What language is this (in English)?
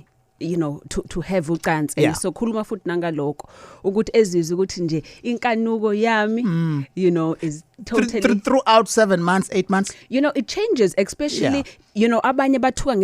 Zulu